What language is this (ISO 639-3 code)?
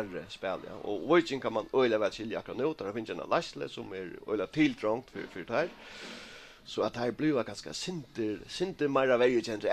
fao